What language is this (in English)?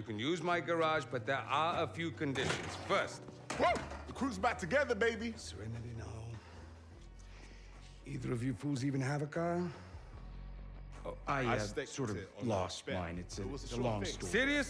English